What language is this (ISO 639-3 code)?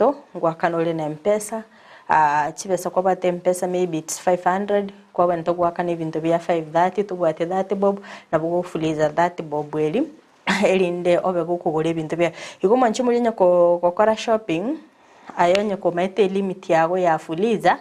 guz